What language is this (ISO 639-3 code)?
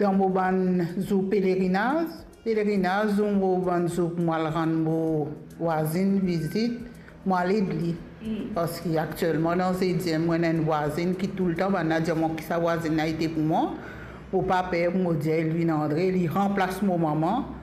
mfe